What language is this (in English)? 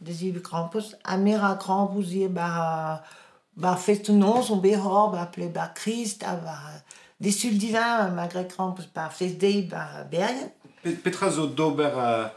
Breton